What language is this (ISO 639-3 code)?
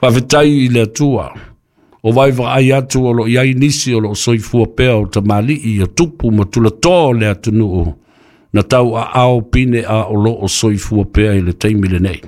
smo